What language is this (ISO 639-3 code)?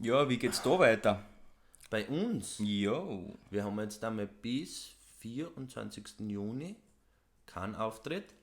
bar